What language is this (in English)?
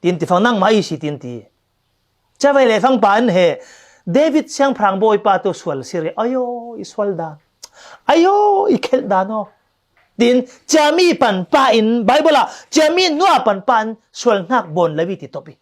Falam Chin